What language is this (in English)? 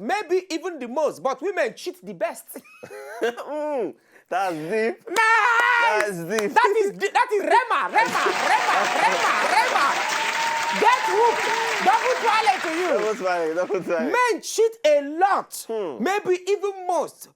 Nigerian Pidgin